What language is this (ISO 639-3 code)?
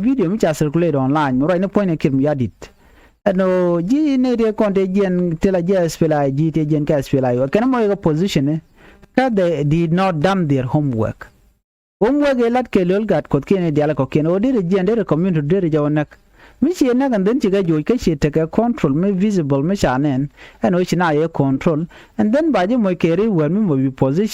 nus